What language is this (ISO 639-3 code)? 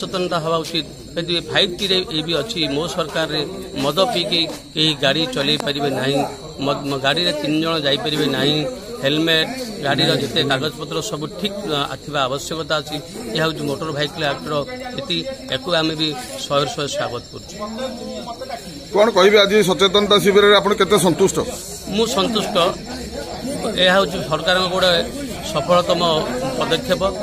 ori